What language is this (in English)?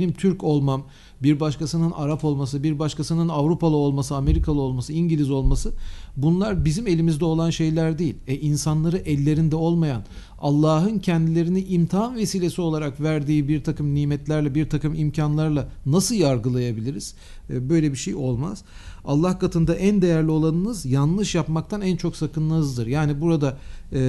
Turkish